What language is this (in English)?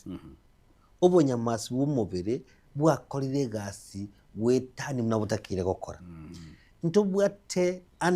Gusii